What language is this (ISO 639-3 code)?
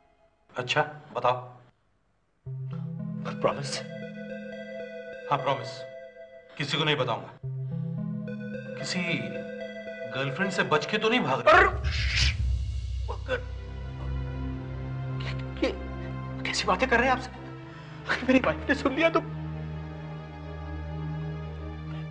hin